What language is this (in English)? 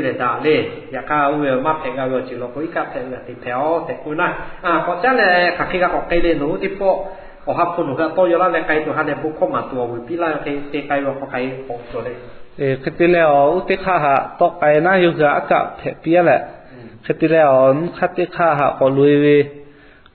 Lahu